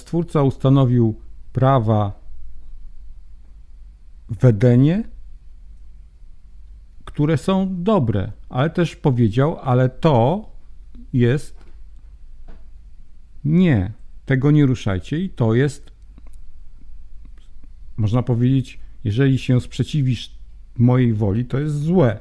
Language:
Polish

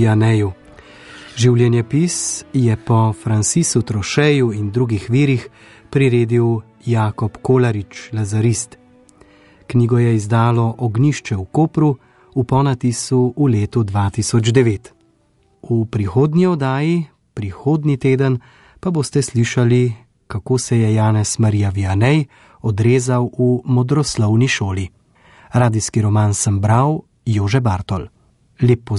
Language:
Slovenian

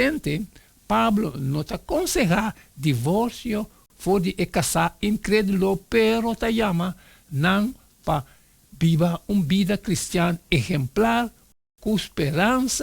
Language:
Papiamento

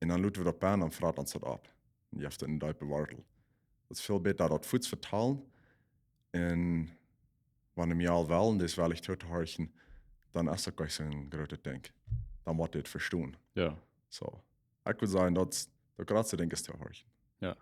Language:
Plautdietsch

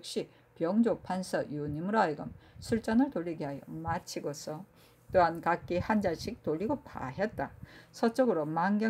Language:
Korean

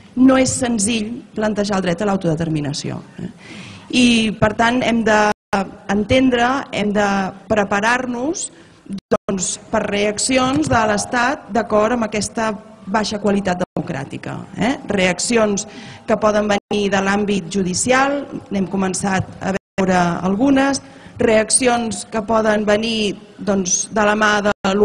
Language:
Catalan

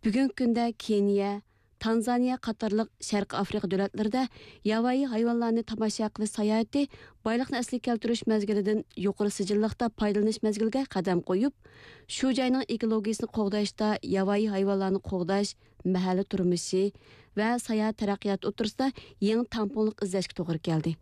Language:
Uyghur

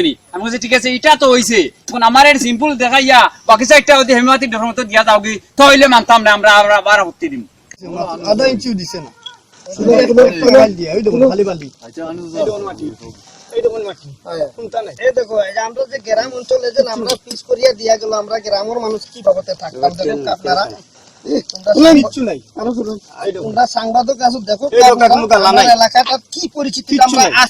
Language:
Sylheti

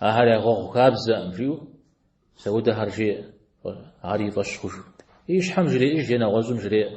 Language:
Kabardian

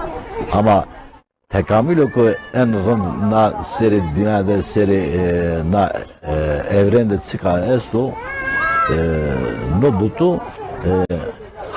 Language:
Zaza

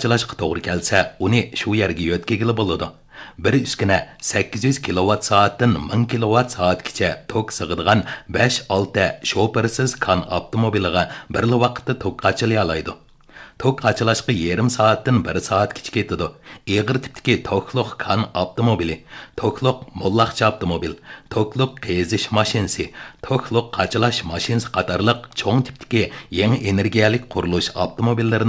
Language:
Uyghur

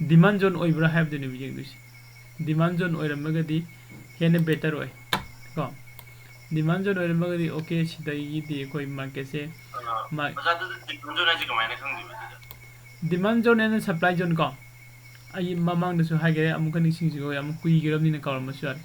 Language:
Manipuri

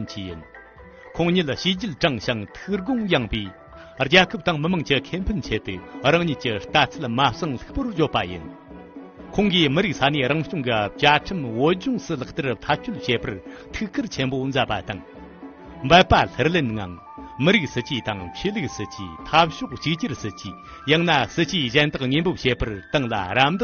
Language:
Tibetan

